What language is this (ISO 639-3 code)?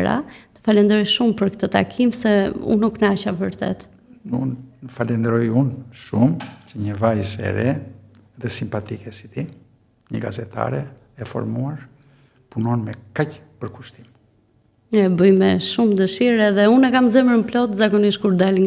sqi